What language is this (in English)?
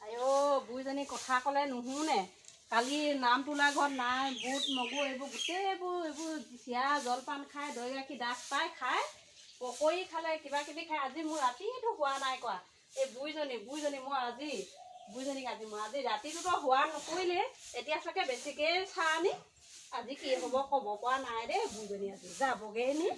Assamese